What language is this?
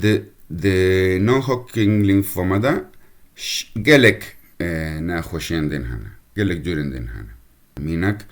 Kurdish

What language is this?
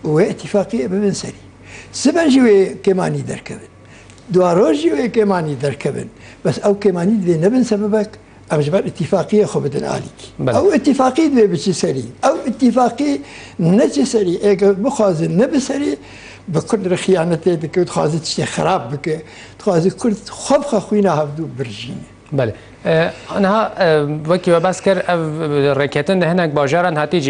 Kurdish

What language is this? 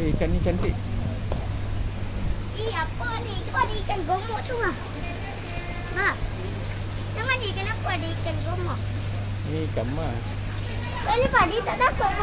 Malay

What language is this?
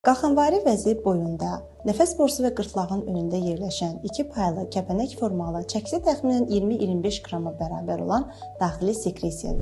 Azerbaijani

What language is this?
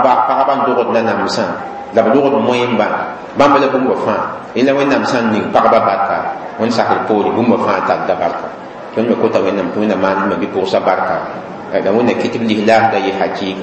Mossi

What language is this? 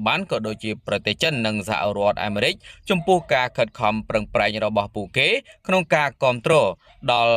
Khmer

